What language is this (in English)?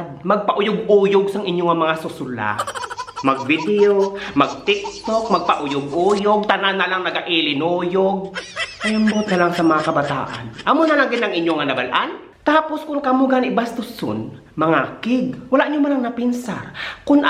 Hiligaynon